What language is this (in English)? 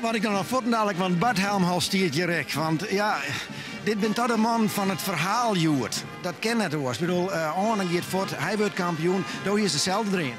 Western Frisian